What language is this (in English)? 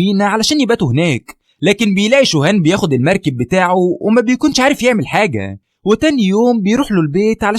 Egyptian Arabic